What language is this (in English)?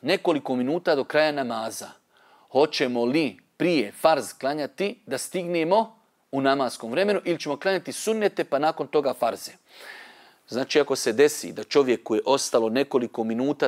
Bosnian